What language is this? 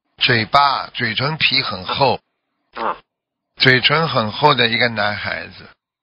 Chinese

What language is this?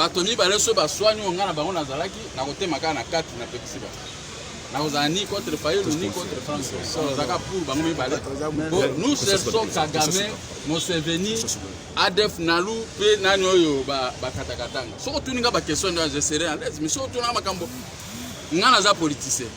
Lingala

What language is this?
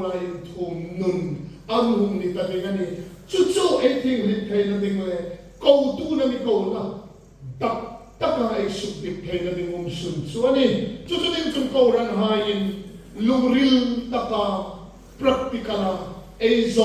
Hmar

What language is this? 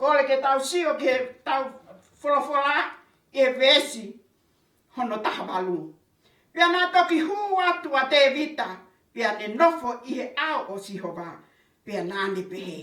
Tongan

